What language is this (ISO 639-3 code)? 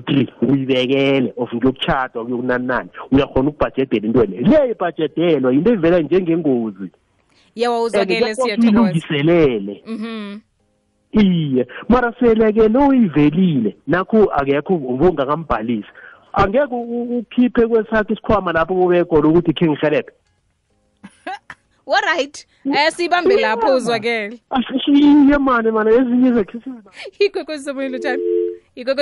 nbl